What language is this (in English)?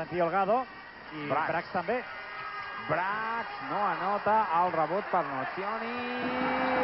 Catalan